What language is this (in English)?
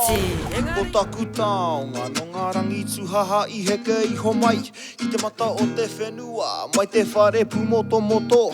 Māori